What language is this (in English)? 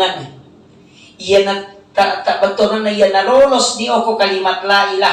Buginese